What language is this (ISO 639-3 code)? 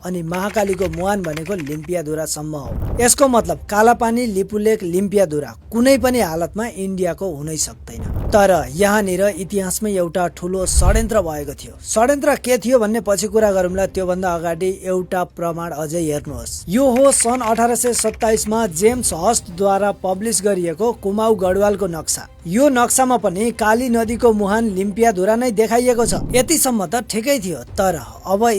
nep